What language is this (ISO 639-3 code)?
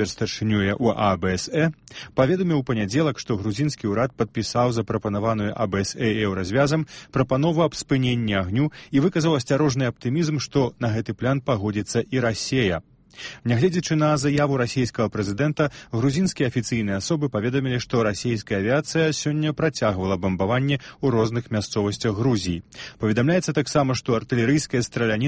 bel